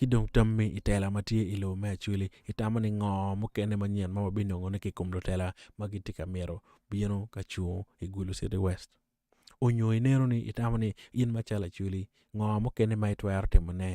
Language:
Acoli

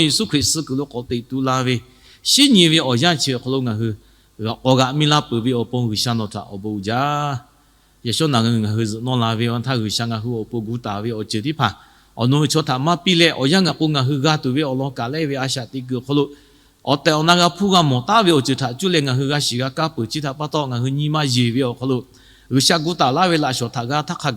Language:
Lahu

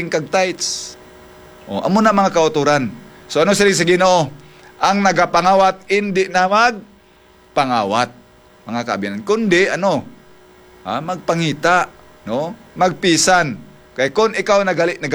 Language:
Hiligaynon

